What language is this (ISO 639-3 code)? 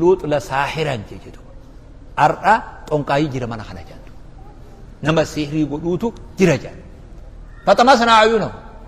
orm